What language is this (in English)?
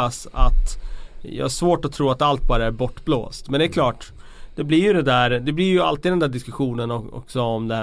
Swedish